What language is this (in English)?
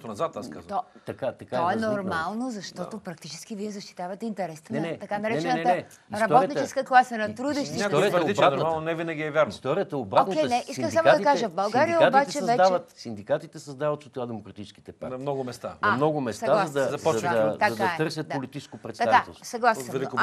Bulgarian